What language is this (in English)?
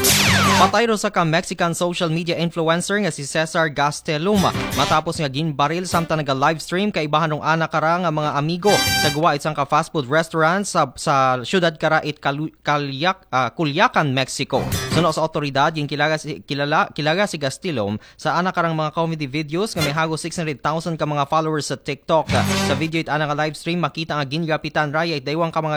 Aklanon